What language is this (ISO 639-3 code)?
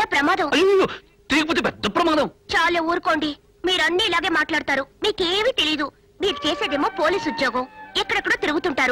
tel